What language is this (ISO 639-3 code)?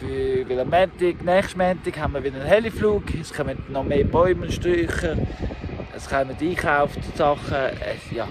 gsw